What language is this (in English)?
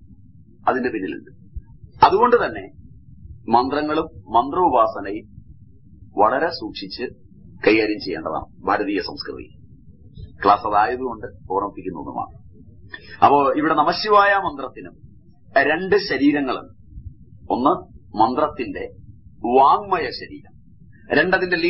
Malayalam